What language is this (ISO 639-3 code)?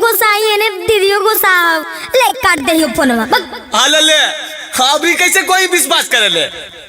mag